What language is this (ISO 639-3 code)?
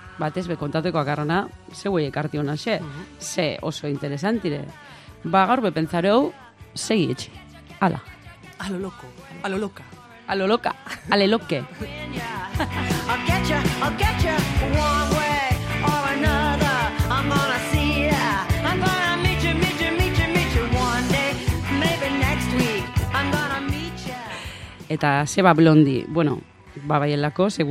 eus